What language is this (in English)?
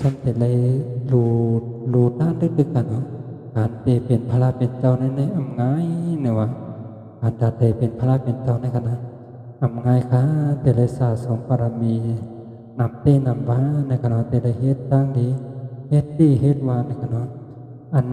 Shan